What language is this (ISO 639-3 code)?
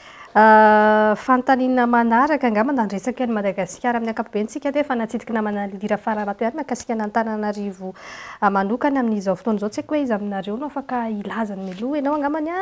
mlg